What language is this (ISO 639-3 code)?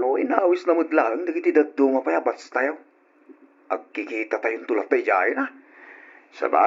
ilo